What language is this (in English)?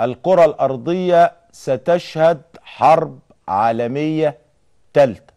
Mesopotamian Arabic